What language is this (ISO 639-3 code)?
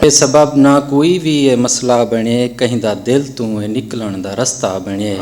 skr